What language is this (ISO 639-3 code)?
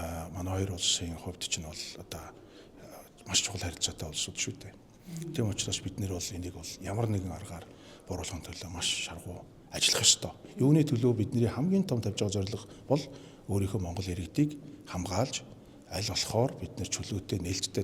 mon